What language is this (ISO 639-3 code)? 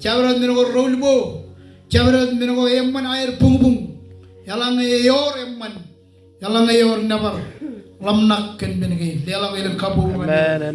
mah